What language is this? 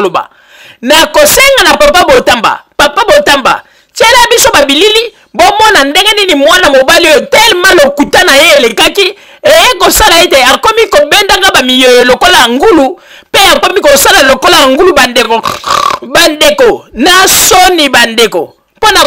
Lingala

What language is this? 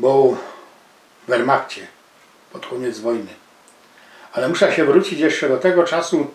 Silesian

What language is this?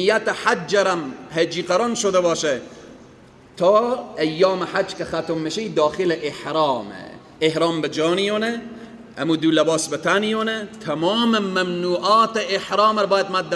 Persian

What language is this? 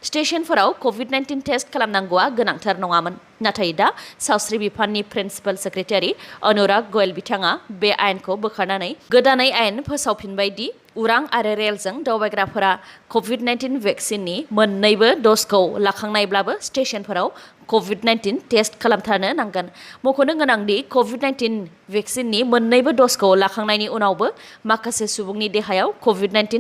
Bodo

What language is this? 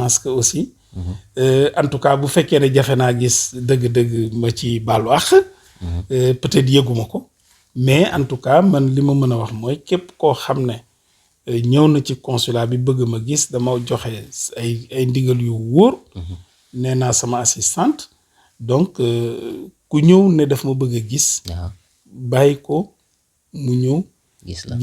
Wolof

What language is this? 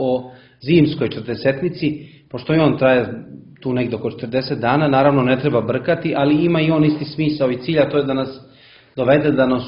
Serbian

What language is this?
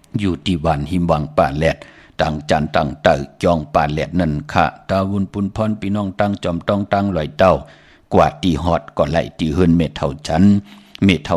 Shan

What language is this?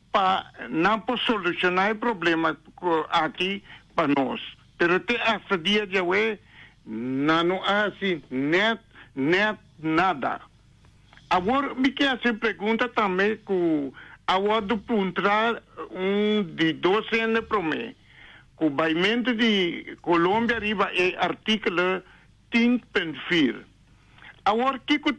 Papiamento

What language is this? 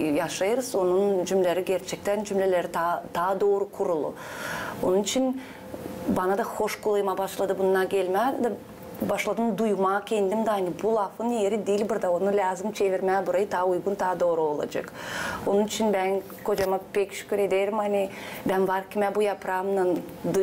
Gagauz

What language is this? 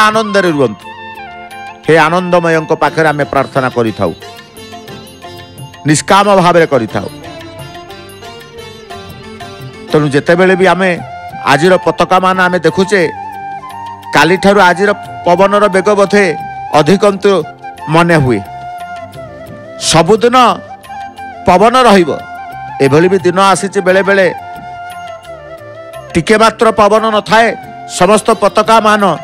Odia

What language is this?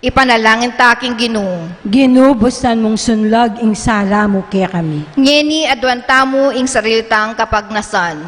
Pampanga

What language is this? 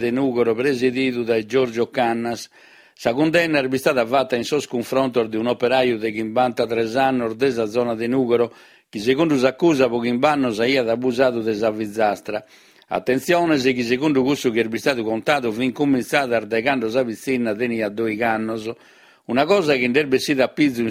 Sardinian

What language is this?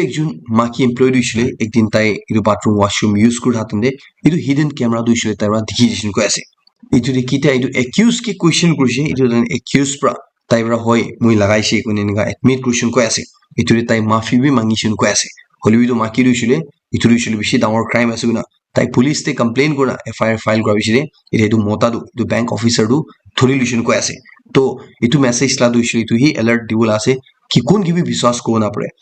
Naga Pidgin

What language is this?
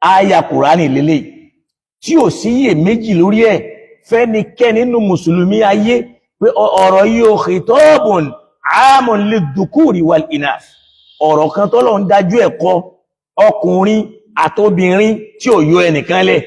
Yoruba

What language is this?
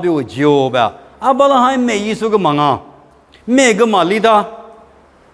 Lisu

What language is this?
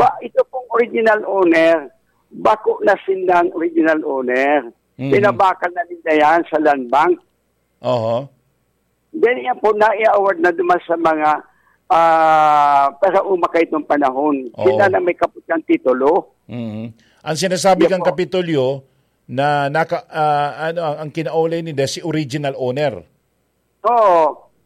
Bikol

